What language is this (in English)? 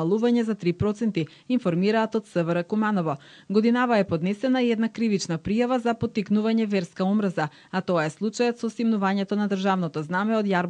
Macedonian